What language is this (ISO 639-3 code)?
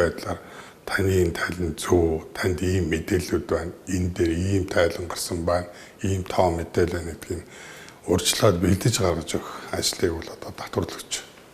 mon